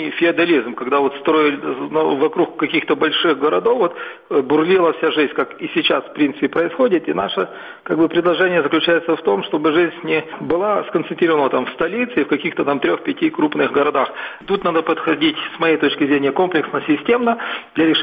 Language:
Russian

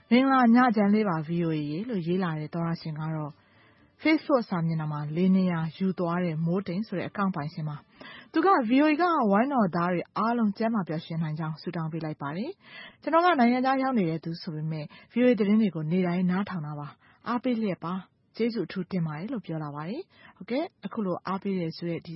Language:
Burmese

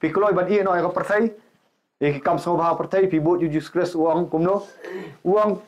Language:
Khasi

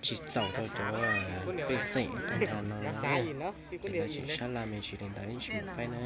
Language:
Hmong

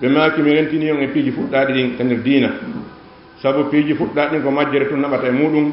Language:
Fula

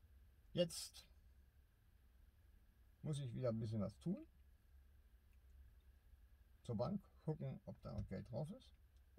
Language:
German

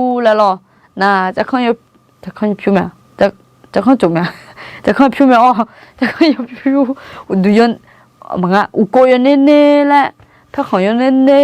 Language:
Akha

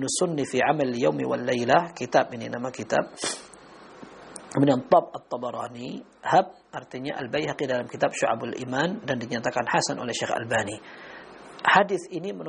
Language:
Indonesian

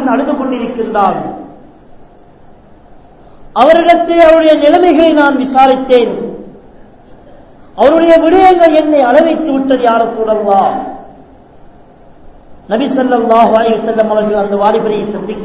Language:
Tamil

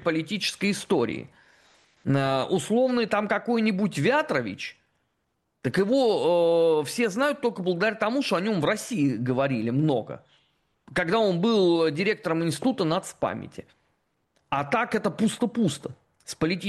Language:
Russian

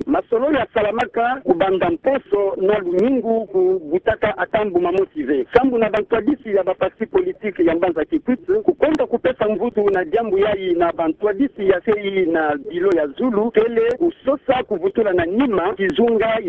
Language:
Kituba (Democratic Republic of Congo)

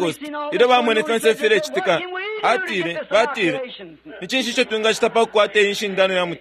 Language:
Bemba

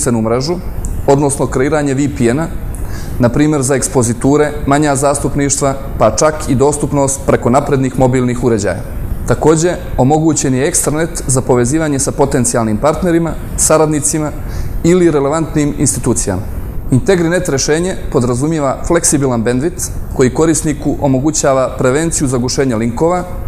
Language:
Bosnian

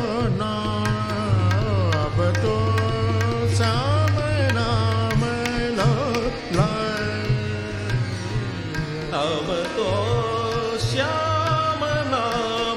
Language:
Hindi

